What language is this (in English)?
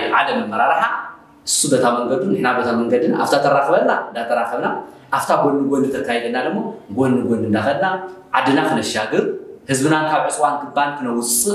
Tigrinya